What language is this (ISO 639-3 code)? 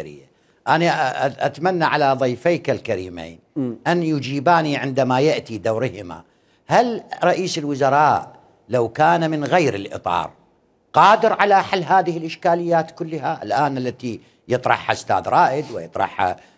acm